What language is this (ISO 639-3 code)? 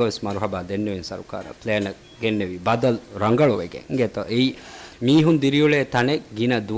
div